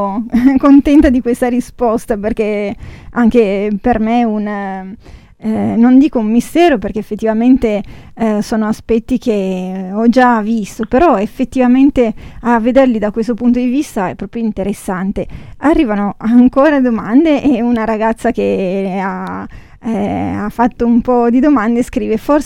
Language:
Italian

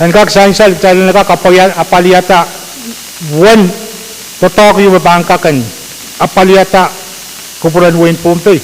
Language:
Pohnpeian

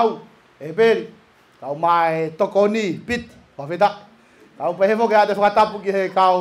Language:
Tongan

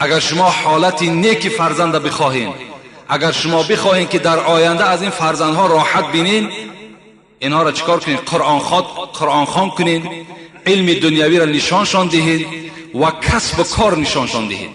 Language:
Tajik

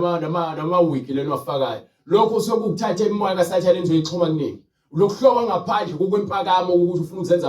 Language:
Zulu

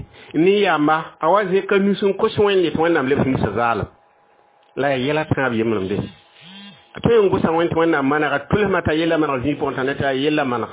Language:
Mossi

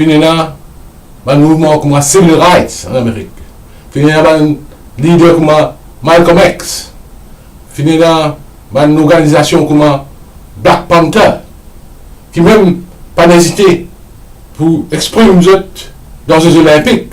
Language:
Morisyen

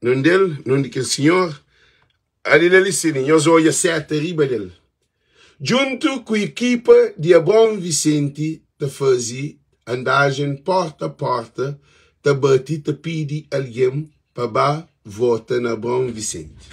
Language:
Kabuverdianu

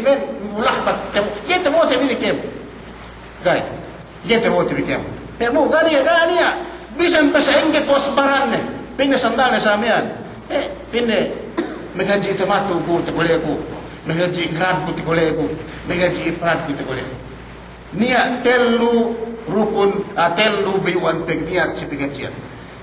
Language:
Yakan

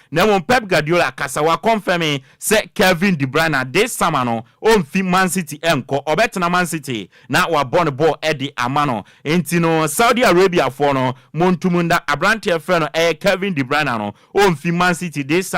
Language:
Akan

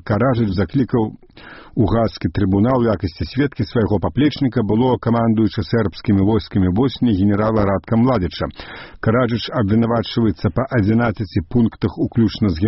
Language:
Belarusian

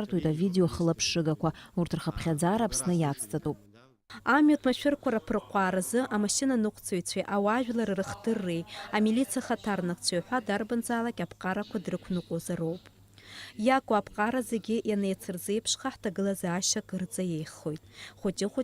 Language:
Abkhazian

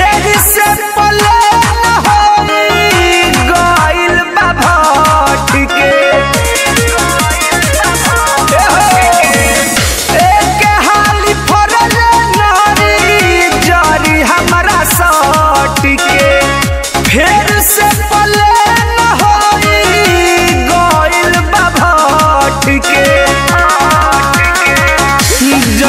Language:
Bhojpuri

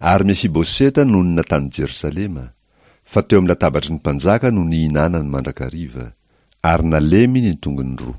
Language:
Malagasy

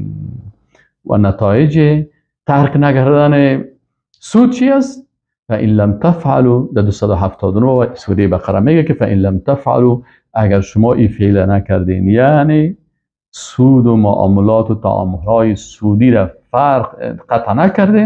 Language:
Persian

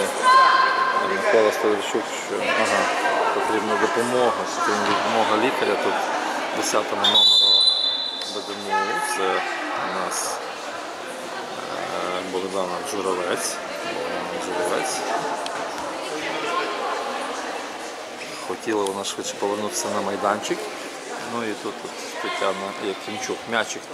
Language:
Ukrainian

